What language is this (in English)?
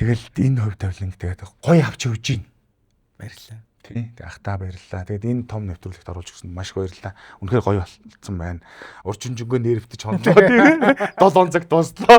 Mongolian